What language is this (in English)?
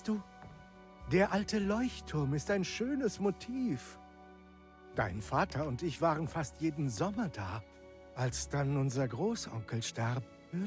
Bavarian